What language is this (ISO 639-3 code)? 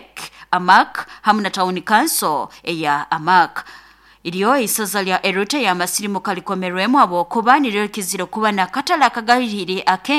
nyo